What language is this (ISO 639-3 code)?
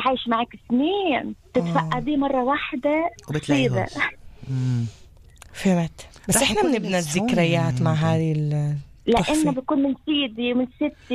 apc